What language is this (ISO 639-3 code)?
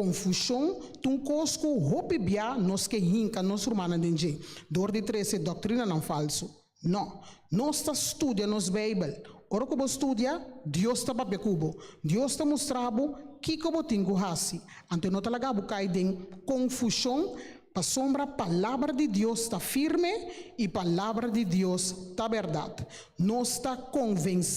pap